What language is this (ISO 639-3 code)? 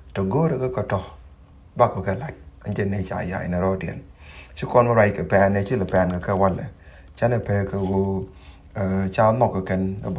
nus